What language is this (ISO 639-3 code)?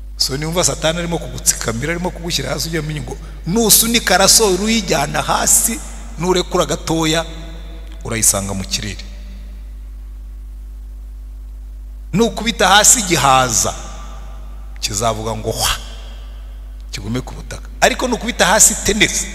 kin